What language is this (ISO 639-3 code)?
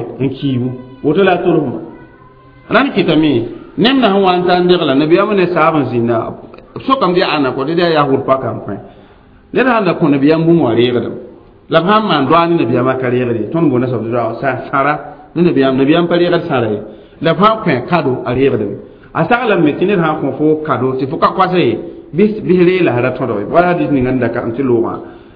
mos